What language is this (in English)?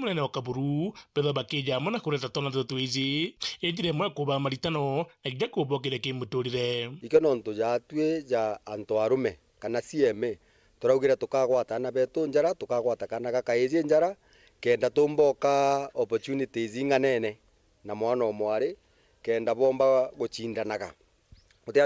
Meru